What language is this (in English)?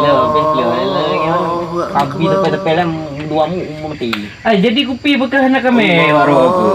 Achinese